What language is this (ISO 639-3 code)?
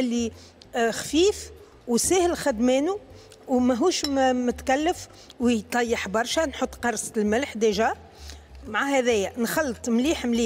aeb